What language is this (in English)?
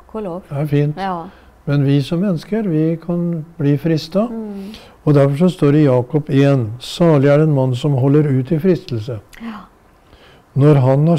Norwegian